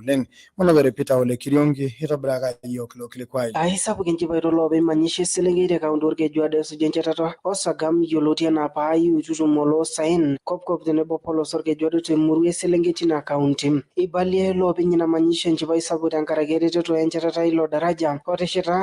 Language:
Masai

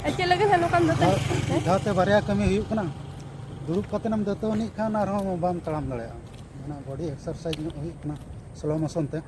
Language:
Santali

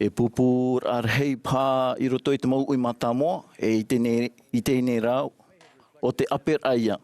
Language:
Tahitian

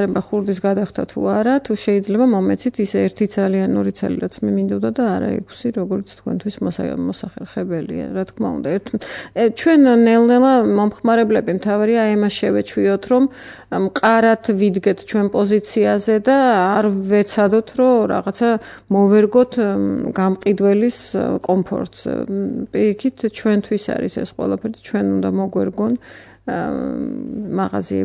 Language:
Georgian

